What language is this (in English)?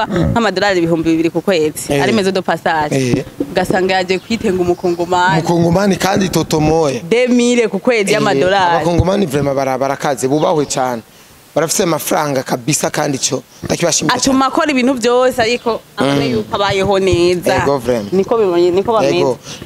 Rundi